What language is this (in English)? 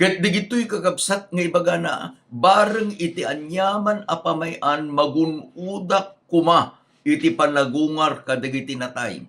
Iloko